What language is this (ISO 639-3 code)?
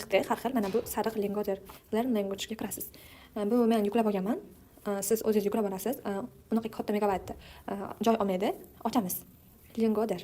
uzb